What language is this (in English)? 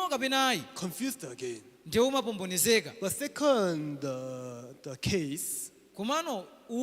Nyanja